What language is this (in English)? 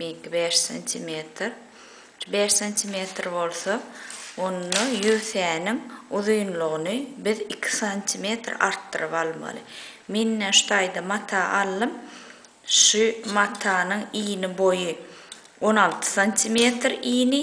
Turkmen